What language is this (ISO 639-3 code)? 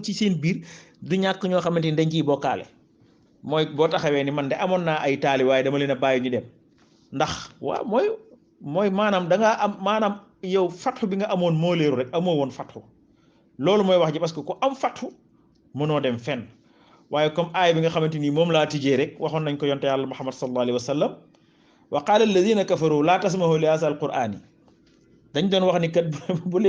wol